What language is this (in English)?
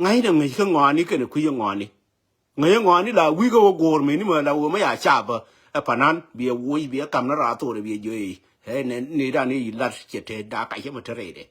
Nuer